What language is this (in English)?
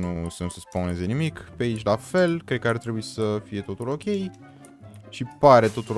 Romanian